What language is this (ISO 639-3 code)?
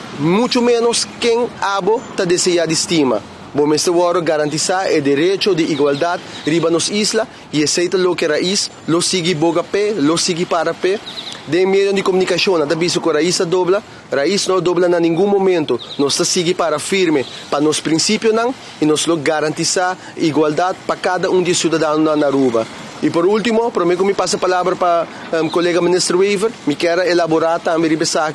pap